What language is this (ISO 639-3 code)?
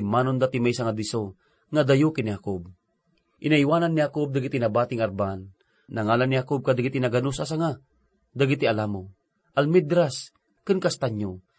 ilo